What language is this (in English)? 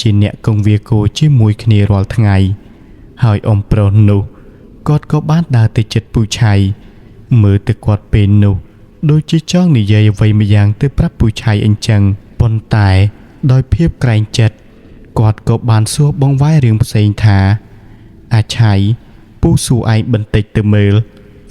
Khmer